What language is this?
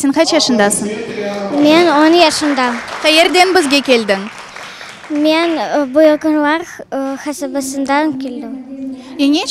Crimean Tatar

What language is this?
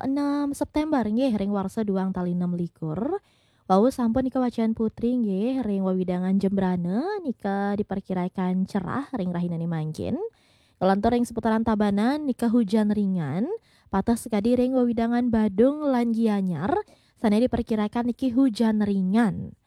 Balinese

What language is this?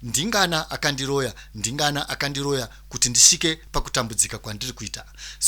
Shona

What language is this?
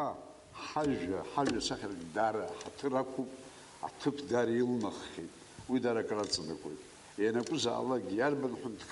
Abkhazian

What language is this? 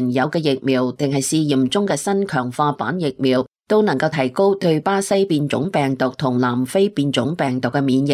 Cantonese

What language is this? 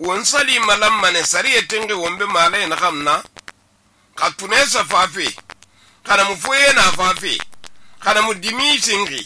Susu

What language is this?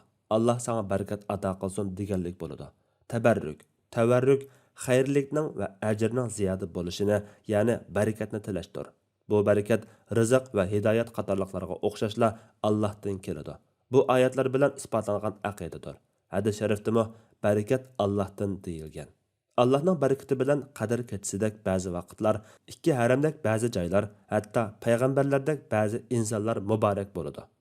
Uyghur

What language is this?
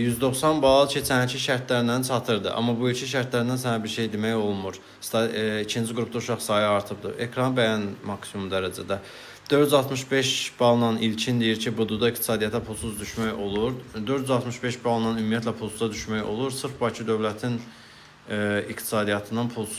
Azerbaijani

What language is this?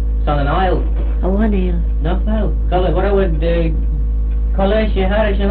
Manx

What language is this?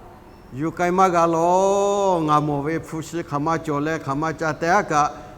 Lahu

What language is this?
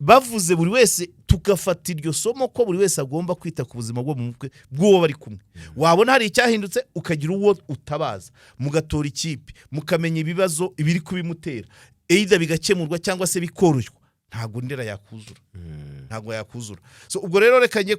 Kinyarwanda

